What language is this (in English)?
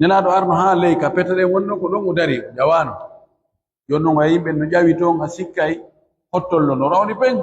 Pular